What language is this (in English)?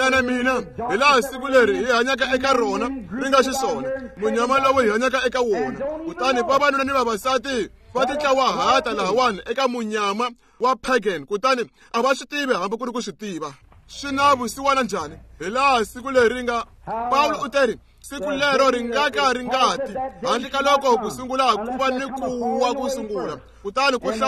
Tsonga